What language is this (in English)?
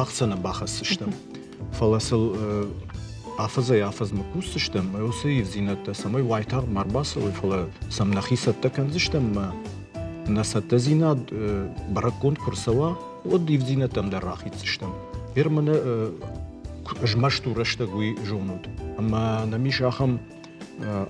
Ossetic